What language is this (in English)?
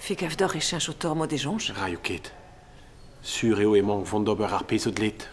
Breton